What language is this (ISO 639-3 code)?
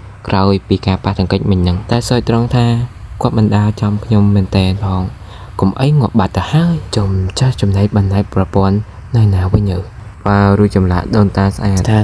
khm